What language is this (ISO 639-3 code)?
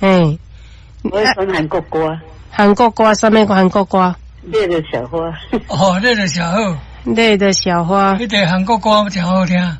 nan